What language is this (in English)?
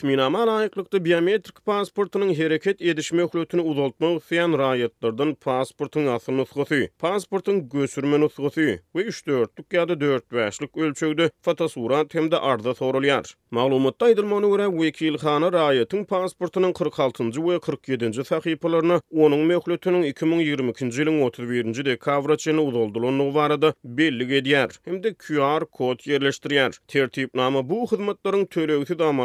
Turkmen